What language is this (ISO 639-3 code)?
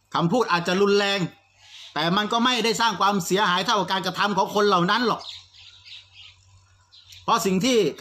tha